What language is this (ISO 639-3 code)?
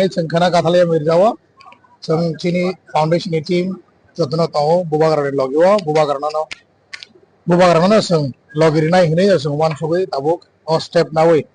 trp